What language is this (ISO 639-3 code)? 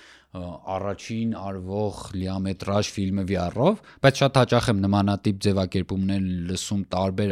hye